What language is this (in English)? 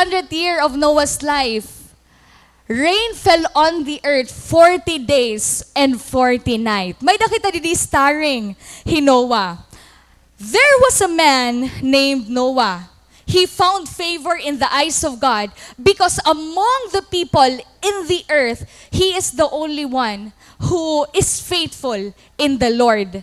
Waray